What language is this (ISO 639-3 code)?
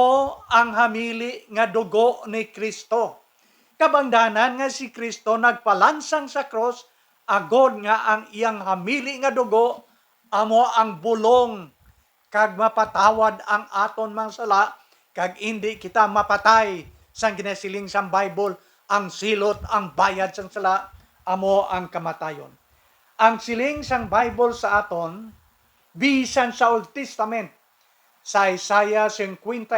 hil